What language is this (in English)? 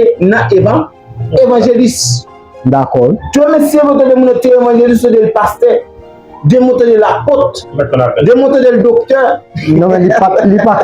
Haitian Creole